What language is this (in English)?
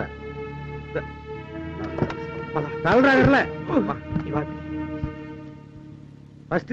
Tamil